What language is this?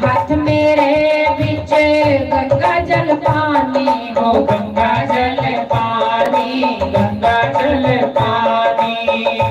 Dogri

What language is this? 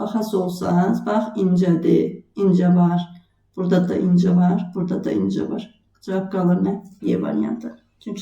Azerbaijani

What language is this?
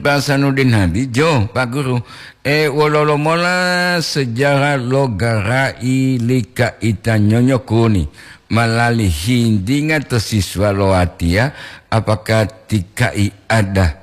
Gorontalo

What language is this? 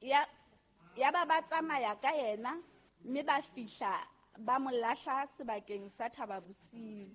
Southern Sotho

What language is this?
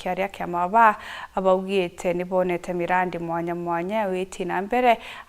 Meru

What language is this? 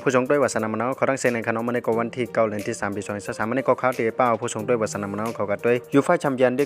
Shan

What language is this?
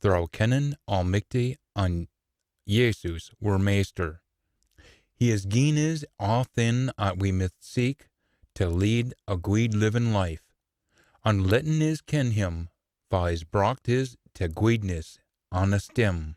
Scots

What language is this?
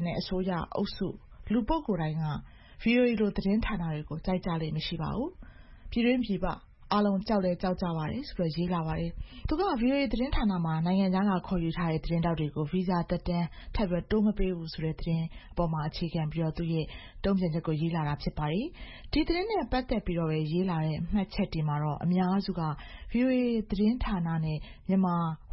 Burmese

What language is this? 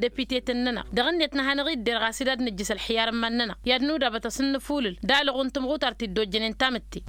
Tamasheq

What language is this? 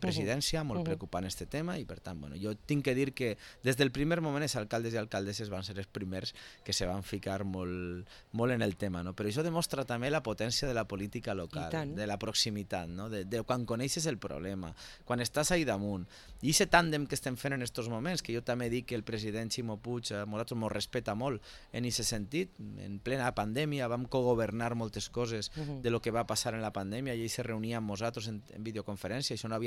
Catalan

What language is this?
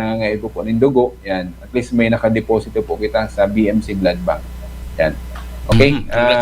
Bikol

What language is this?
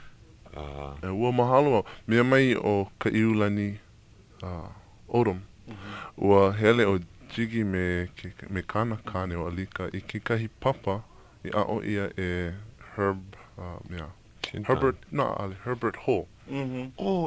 Hawaiian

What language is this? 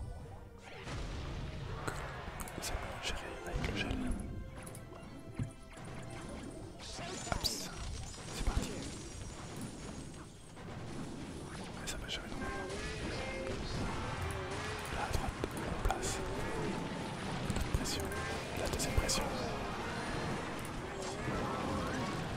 French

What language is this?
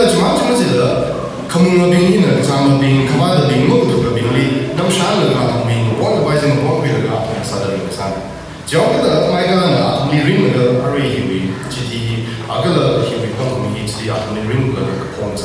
Tangkhul Naga (India)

